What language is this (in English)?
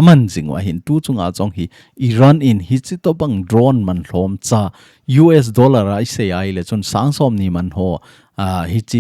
Thado Chin